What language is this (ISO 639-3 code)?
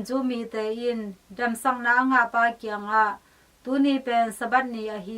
ctd